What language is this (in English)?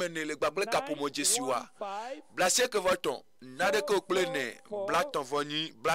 Ewe